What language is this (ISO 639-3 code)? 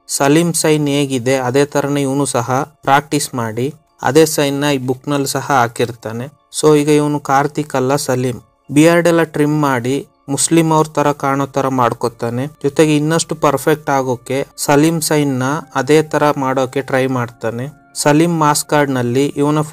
kan